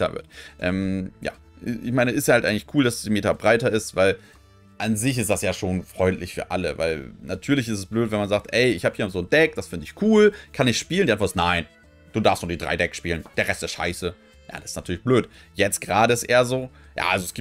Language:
German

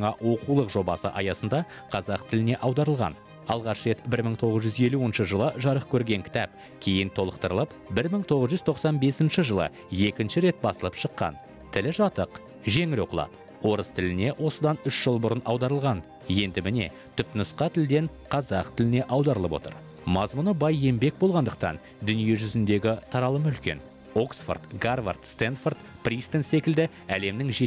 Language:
Kazakh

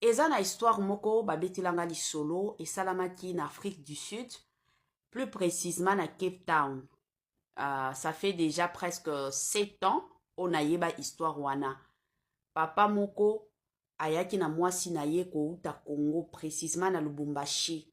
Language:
Lingala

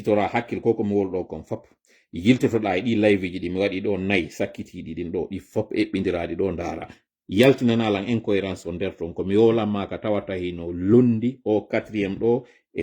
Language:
Fula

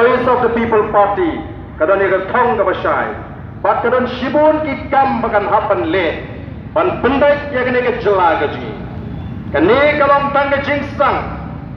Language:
Khasi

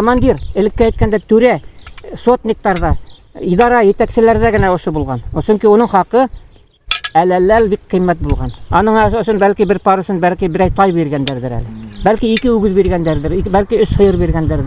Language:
Bashkir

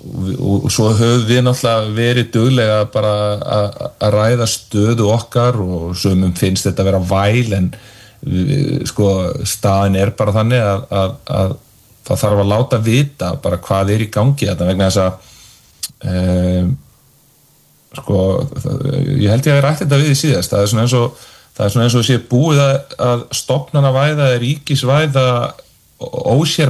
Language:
Icelandic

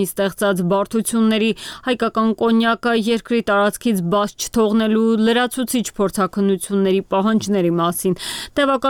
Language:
Armenian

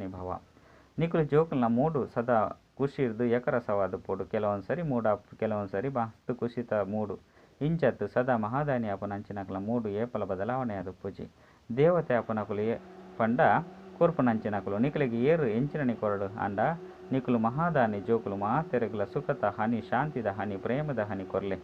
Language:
Tulu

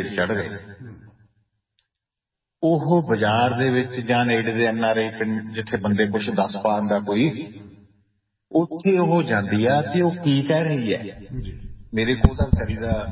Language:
Punjabi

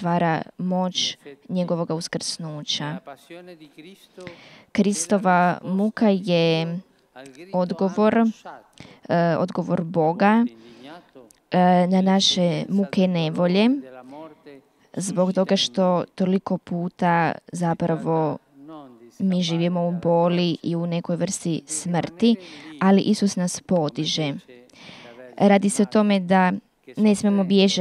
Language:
Croatian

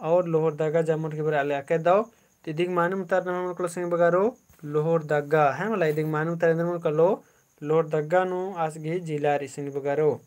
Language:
Kurukh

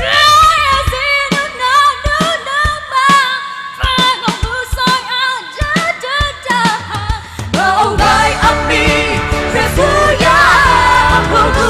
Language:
Nias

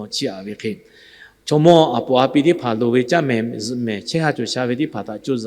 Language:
Lahu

